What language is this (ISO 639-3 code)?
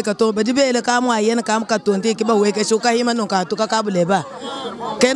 lua